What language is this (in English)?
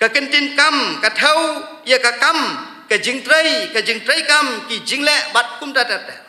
Khasi